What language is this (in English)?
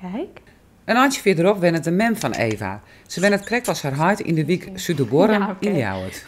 Western Frisian